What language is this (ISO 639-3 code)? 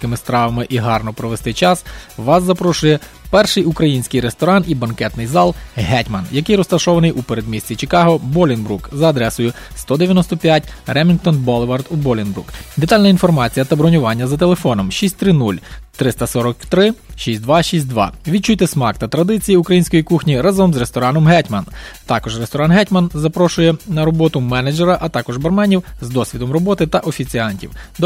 ukr